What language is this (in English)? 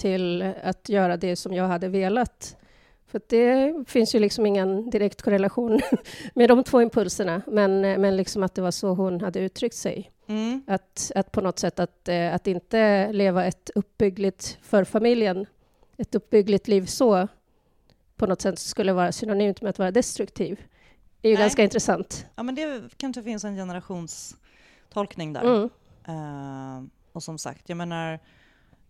Swedish